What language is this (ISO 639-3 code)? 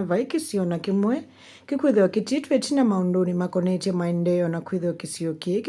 kam